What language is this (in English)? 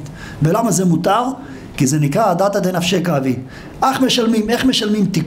Hebrew